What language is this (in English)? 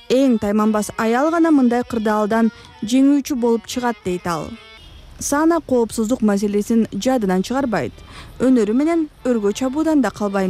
Kyrgyz